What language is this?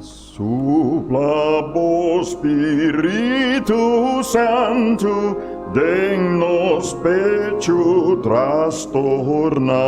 Papiamento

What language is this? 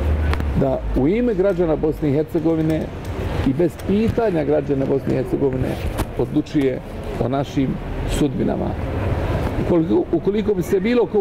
Bosnian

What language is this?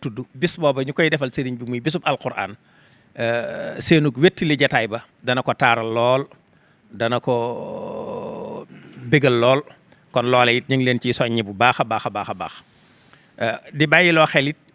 Wolof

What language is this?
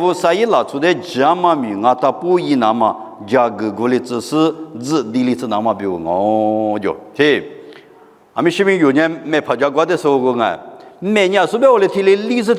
Lisu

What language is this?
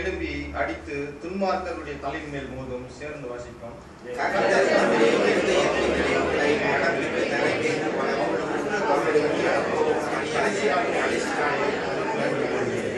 Tamil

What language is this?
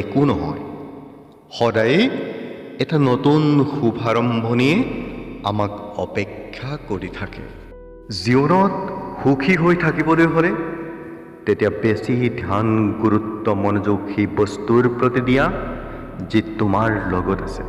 Assamese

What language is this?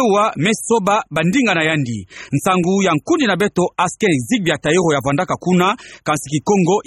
Kituba (Democratic Republic of Congo)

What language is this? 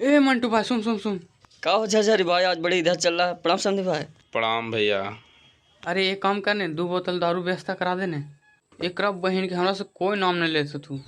Magahi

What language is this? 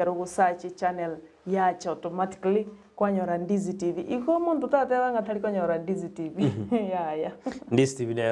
Gusii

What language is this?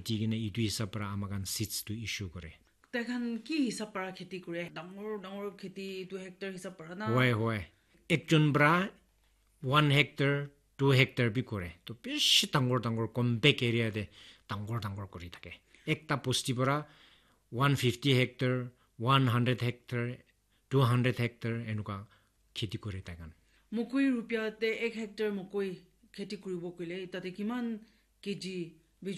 Naga Pidgin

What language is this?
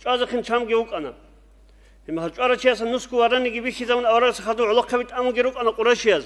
Avaric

